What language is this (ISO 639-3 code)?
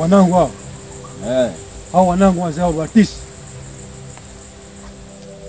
swa